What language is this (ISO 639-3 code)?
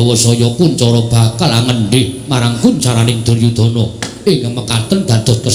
jav